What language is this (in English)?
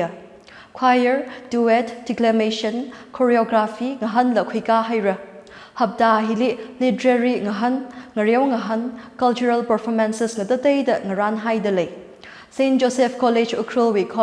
Tangkhul Naga (India)